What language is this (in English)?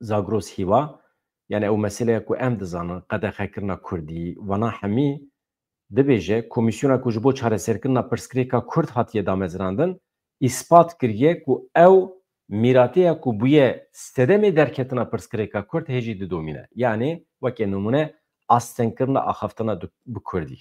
Kurdish